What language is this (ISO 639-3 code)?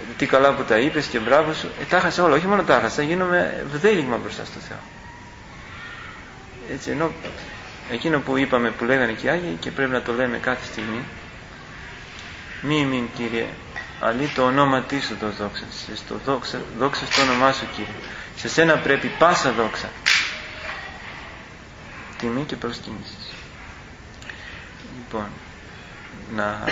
ell